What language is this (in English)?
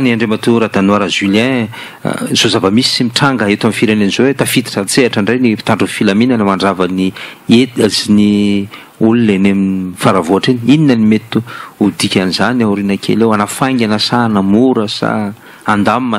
Malagasy